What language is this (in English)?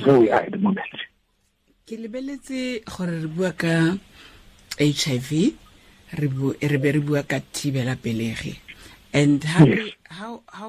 Tswana